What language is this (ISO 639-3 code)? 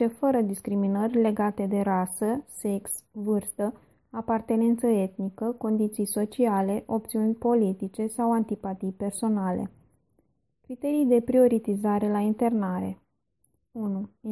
ron